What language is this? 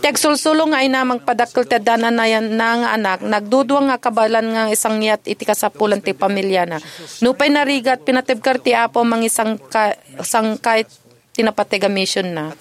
Iloko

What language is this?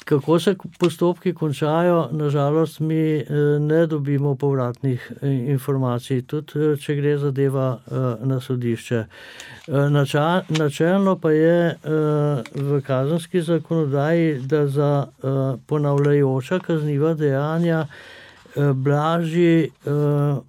Slovenian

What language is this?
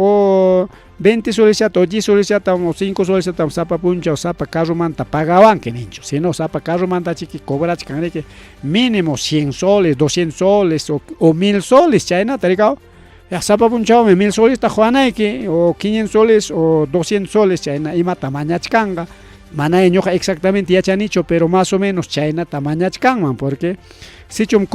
Ayacucho Quechua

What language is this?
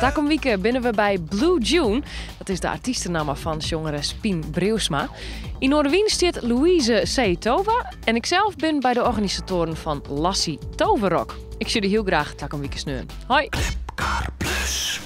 Western Frisian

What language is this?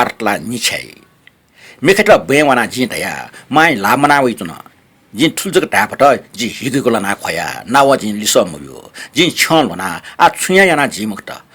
Newari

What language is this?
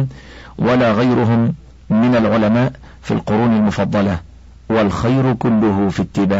Arabic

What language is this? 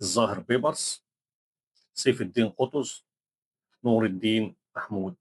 Egyptian Arabic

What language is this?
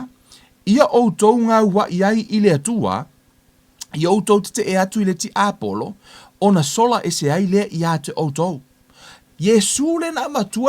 Samoan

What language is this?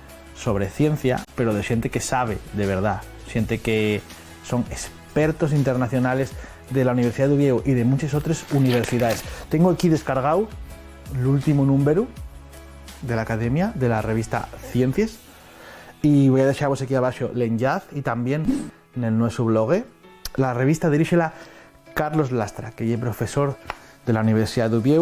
Asturian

